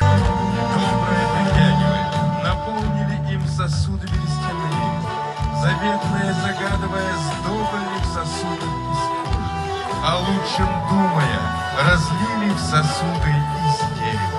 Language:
Yakut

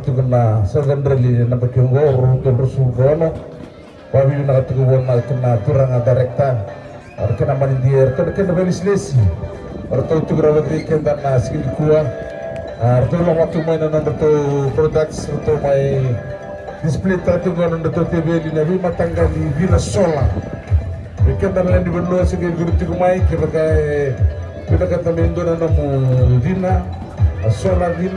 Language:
Fijian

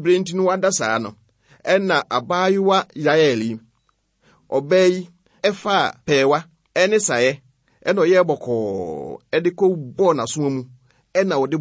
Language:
Akan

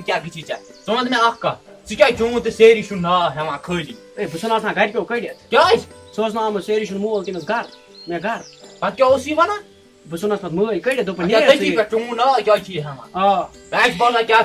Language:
Kashmiri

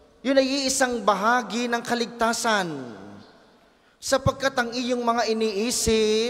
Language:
Filipino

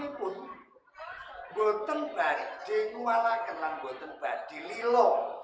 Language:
Javanese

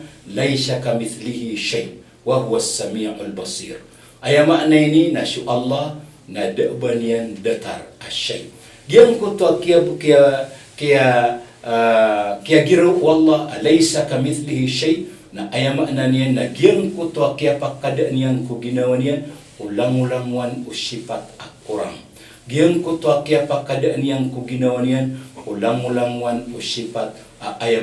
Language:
Maranao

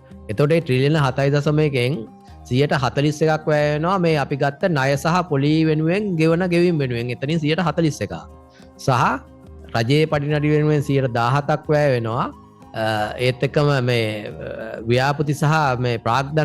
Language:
Sinhala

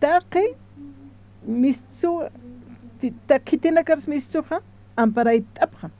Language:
Aymara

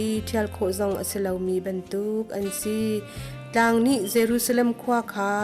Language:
Hakha Chin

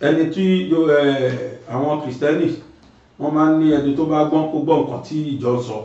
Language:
Yoruba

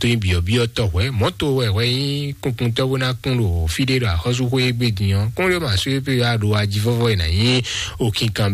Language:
Fon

